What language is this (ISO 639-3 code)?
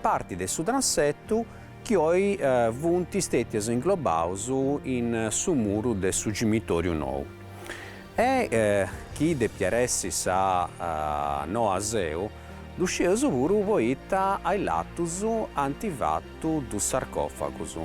srd